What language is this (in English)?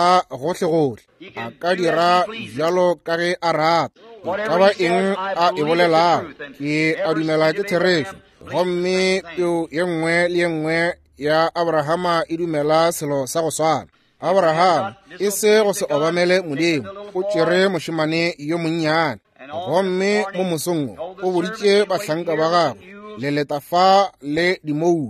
Northern Sotho